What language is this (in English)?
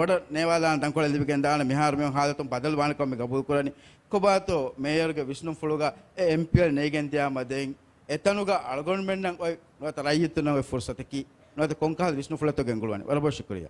Divehi